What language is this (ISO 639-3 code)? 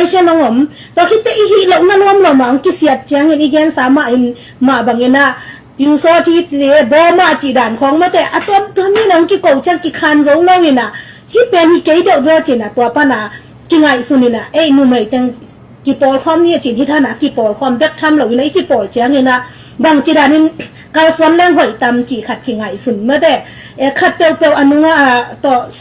ctd